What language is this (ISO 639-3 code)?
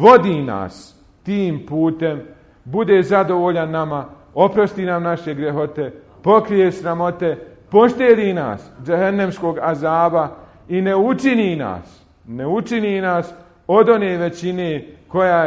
bos